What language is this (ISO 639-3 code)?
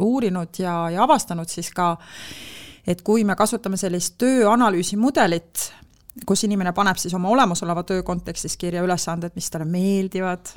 est